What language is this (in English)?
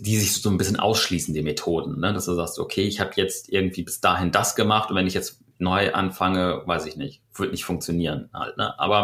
German